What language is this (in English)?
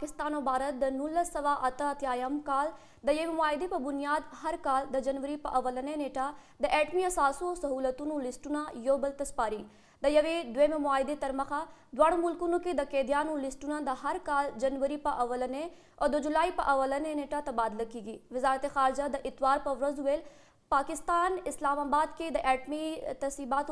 Pashto